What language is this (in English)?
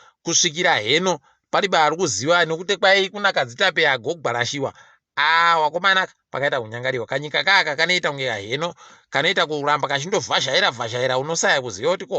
Ndau